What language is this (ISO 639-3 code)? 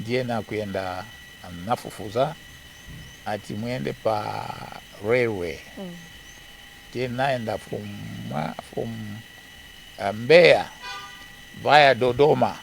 nya